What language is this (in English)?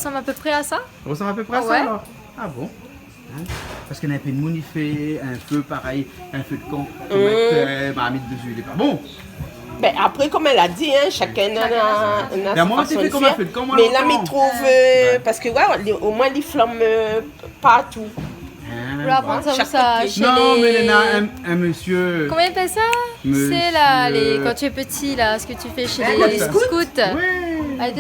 Réunion Creole French